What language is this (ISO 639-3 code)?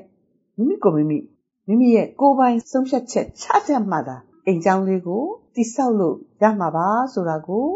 mya